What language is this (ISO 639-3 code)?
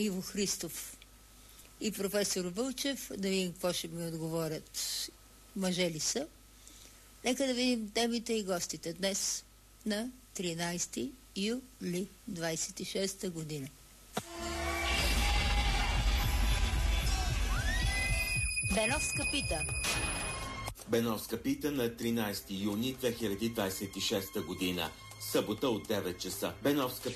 bul